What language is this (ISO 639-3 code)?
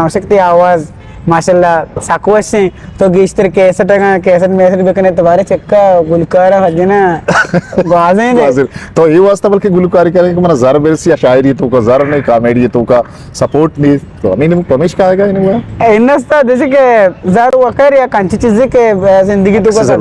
bgp